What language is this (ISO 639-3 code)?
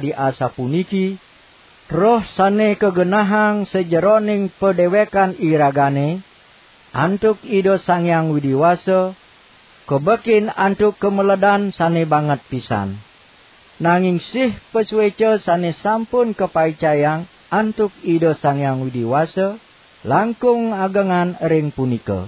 ban